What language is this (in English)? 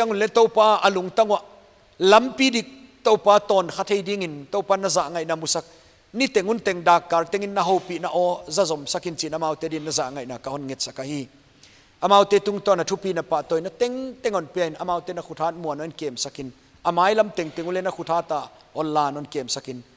Paite Chin